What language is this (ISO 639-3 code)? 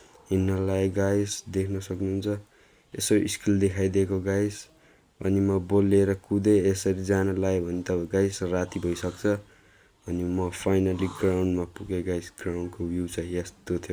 nep